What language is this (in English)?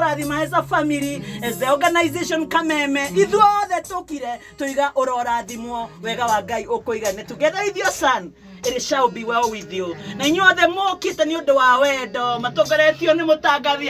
Kikuyu